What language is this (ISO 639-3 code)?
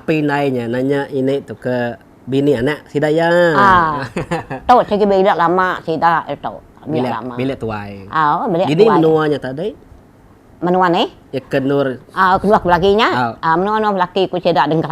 iba